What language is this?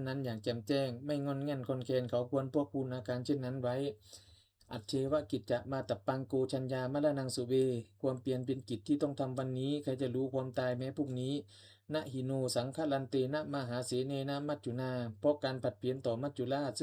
Pali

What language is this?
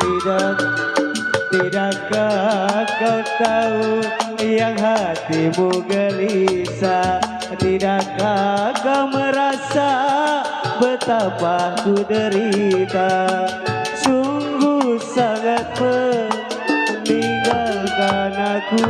Betawi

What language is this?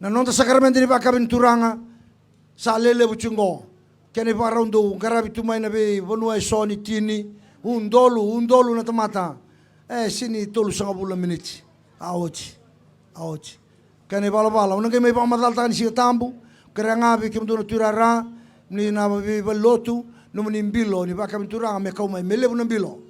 Fijian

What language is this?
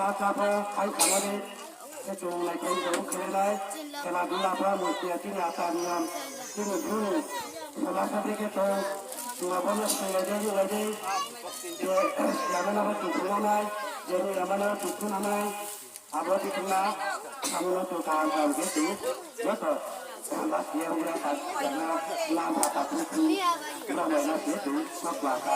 Riang (India)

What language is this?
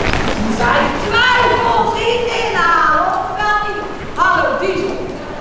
Dutch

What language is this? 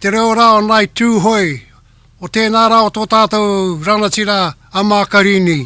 Māori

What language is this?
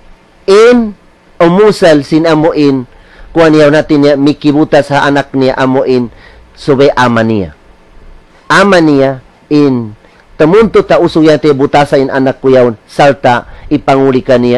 Tausug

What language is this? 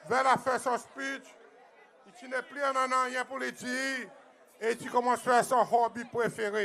Seselwa Creole French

